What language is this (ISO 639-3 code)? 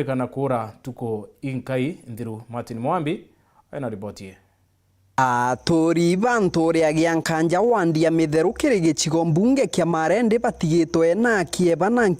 mer